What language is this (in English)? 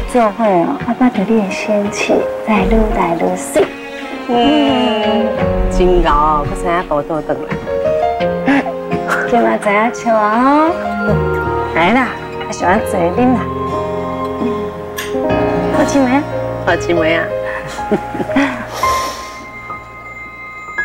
Min Nan Chinese